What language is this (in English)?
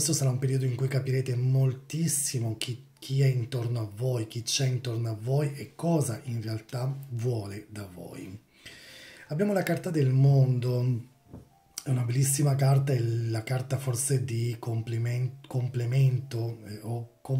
Italian